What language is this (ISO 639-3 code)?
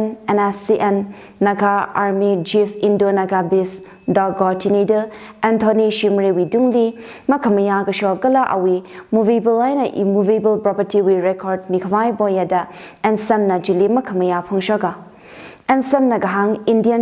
nmf